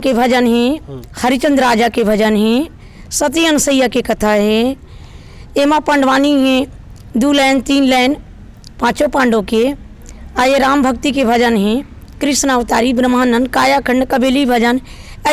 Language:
Chhattisgarhi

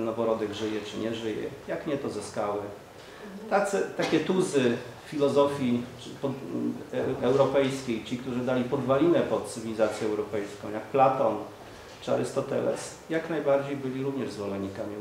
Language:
Polish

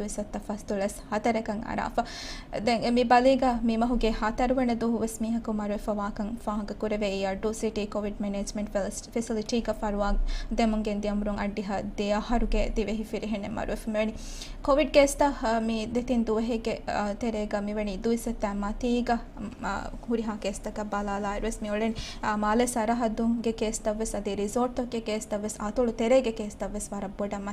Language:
Divehi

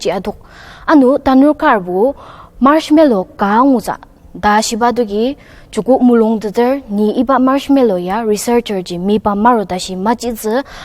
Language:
Ao Naga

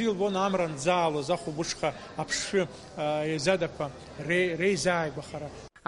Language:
Abkhazian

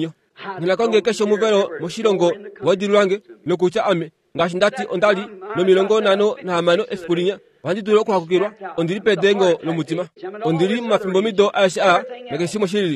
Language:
Kuanyama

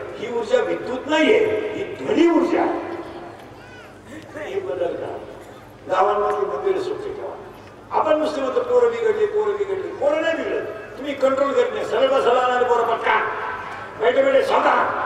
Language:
Marathi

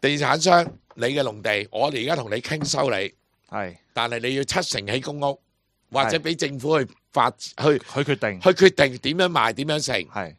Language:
Cantonese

